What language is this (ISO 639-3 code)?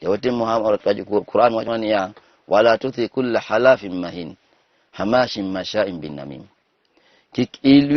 luo